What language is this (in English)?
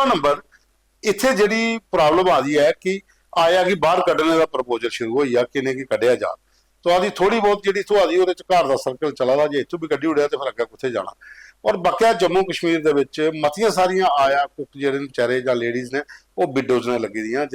Dogri